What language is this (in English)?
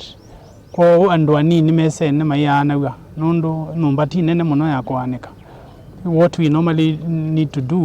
Kamba